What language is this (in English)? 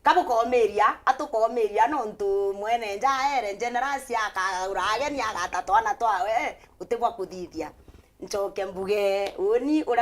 Meru